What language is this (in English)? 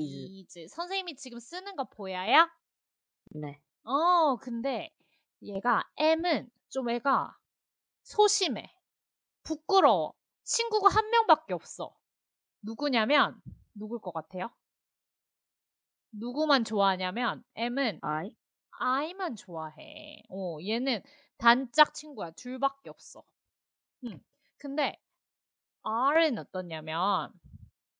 Korean